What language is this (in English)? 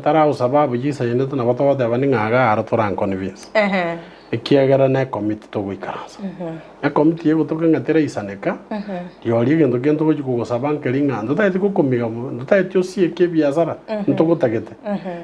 Gusii